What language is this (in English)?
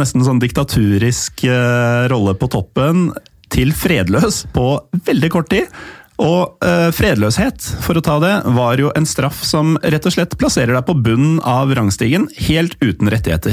Norwegian